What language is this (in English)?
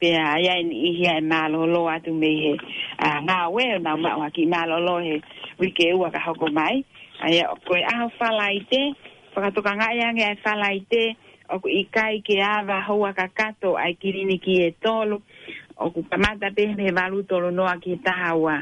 Tongan